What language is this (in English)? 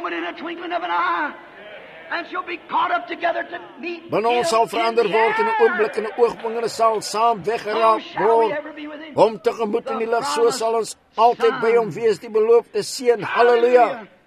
Afrikaans